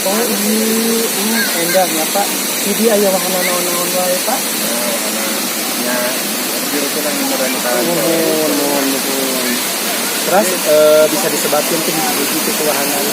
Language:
Sundanese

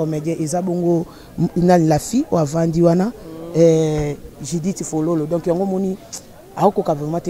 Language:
Lingala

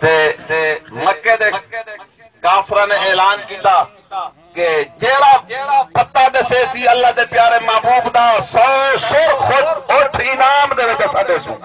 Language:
Saraiki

